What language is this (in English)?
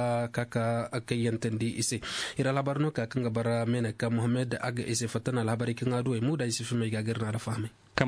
Zarma